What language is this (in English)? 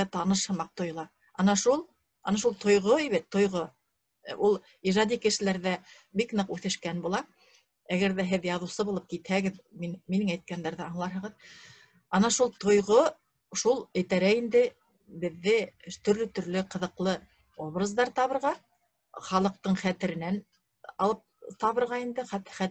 Bashkir